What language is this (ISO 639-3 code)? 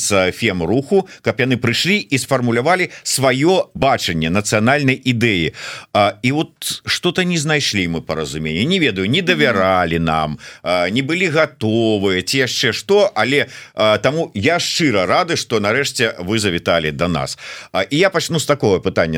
bel